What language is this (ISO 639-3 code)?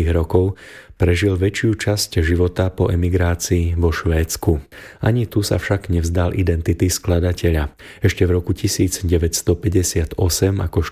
slk